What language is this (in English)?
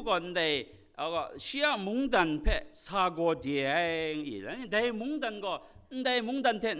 Kachin